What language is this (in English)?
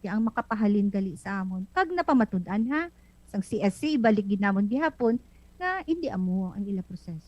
Hiligaynon